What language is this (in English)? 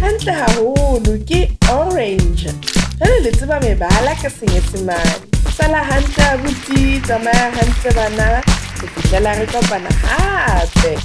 Southern Sotho